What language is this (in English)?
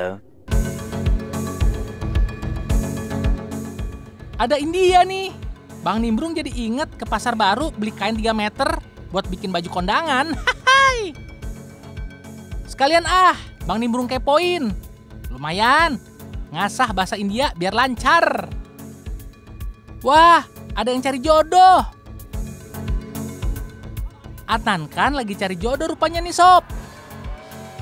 Indonesian